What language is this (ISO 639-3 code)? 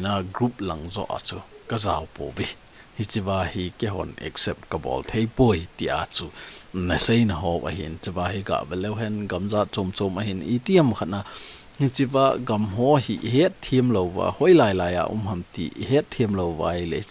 tcz